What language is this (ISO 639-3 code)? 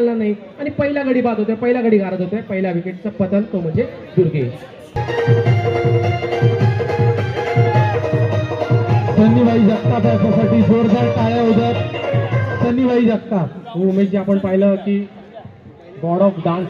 mar